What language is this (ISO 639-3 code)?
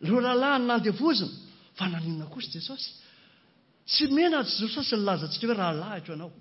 mlg